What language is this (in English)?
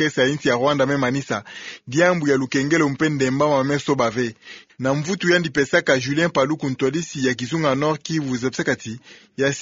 Kituba (Democratic Republic of Congo)